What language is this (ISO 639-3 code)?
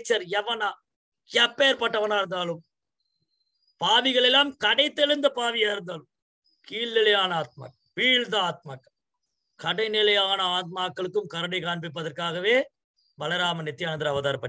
tam